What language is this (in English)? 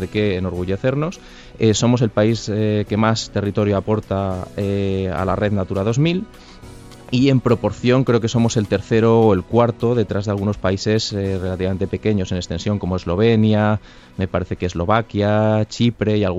Spanish